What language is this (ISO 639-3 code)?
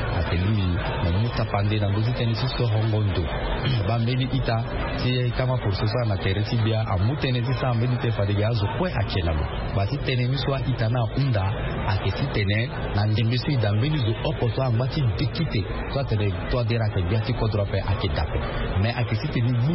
sag